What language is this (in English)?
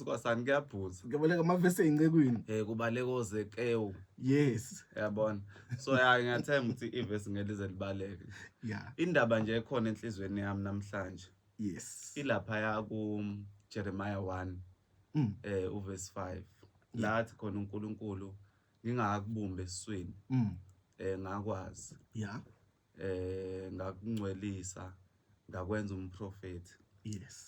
Zulu